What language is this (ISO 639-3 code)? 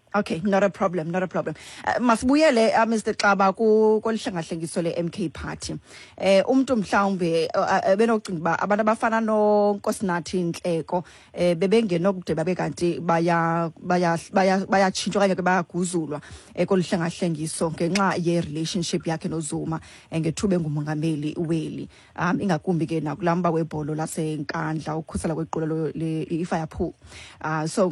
xho